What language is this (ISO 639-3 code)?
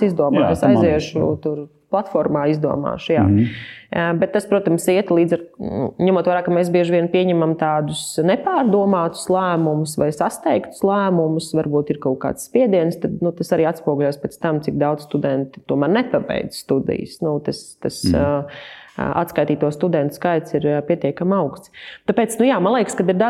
lav